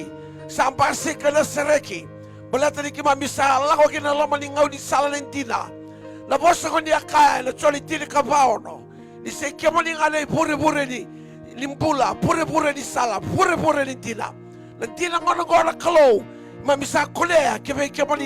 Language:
Fijian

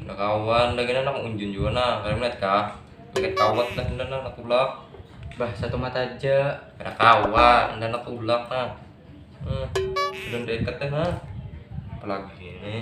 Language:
Banjar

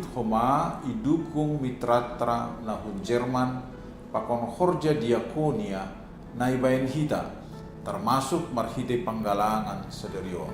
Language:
Batak Simalungun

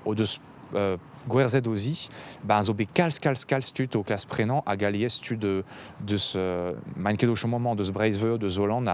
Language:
Breton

